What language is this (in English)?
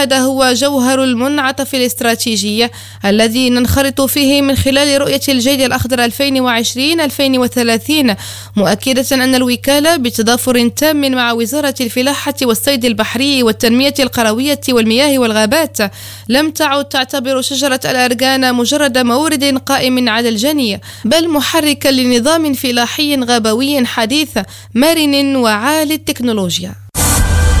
Arabic